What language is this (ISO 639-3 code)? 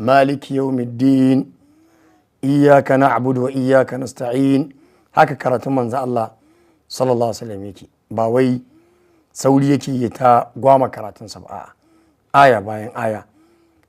hau